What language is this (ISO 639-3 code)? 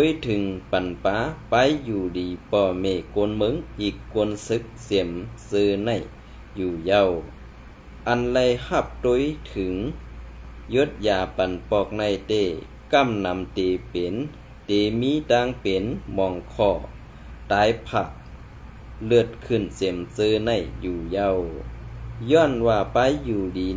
shn